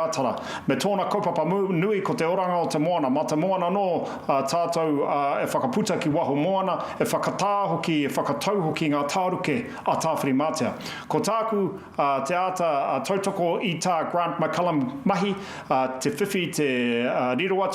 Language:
Māori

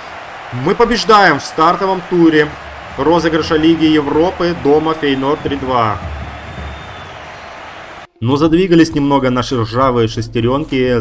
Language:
Russian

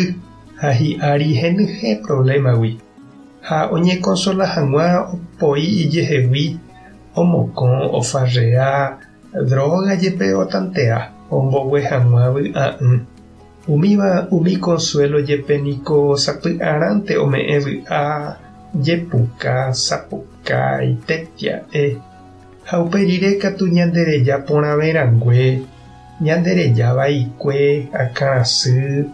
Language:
Guarani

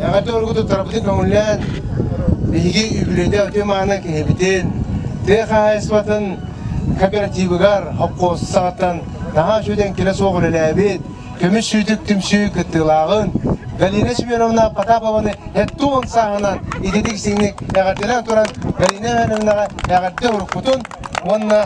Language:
Yakut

